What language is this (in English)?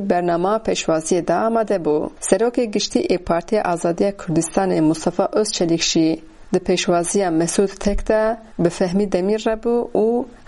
Kurdish